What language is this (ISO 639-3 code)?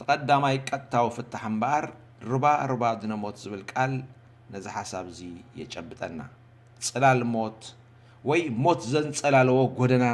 tir